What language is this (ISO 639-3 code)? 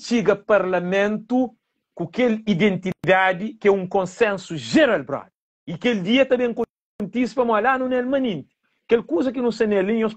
kea